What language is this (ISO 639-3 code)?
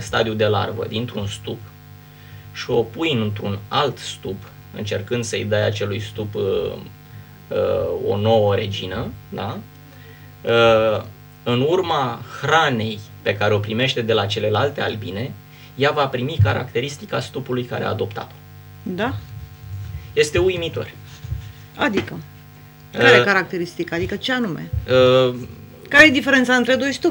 ron